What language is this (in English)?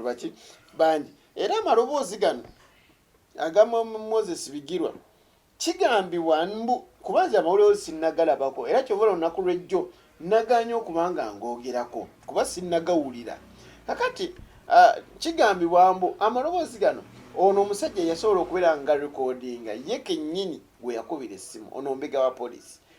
Ganda